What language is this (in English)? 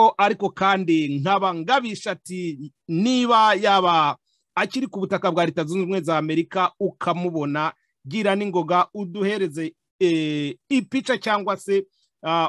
Kinyarwanda